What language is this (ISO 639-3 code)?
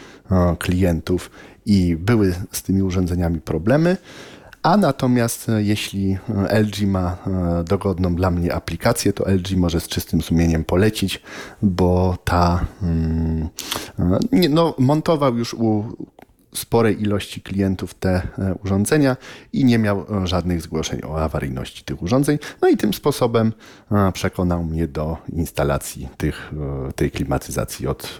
pol